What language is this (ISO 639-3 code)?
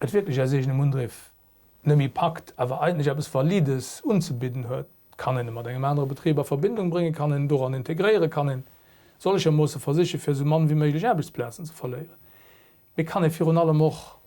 ltz